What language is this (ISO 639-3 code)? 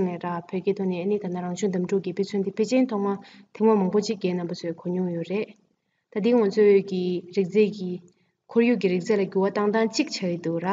bod